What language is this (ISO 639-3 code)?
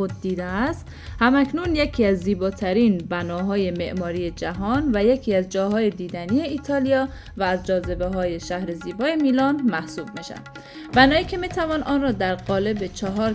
fas